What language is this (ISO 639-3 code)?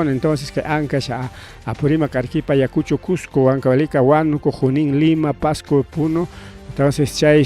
quy